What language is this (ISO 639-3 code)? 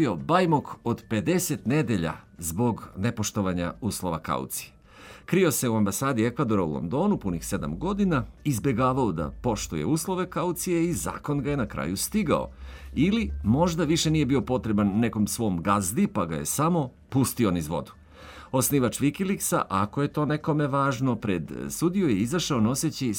srp